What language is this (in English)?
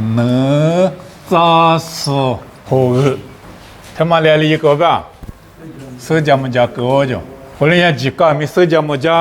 Lisu